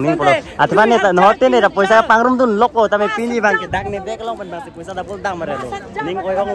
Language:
Karbi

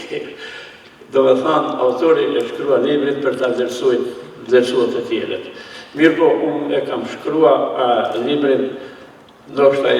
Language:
Albanian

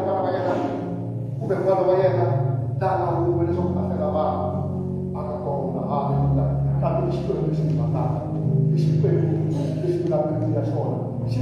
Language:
Tsonga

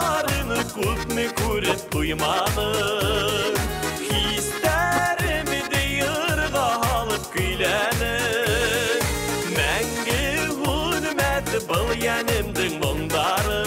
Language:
Bashkir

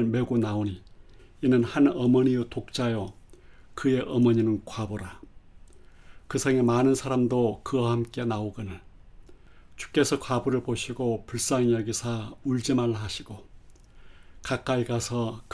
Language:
Korean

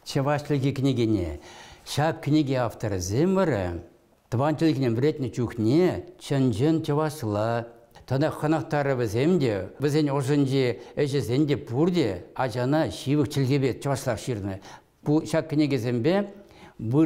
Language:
Chuvash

